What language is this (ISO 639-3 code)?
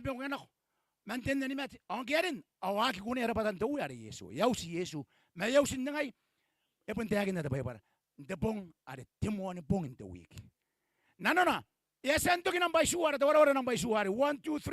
gil